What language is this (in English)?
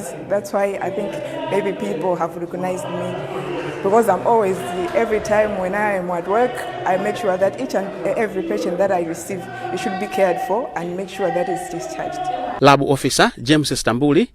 English